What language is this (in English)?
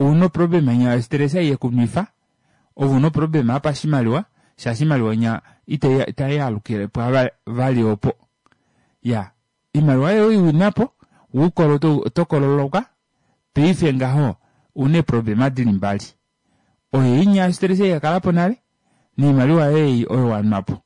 Kuanyama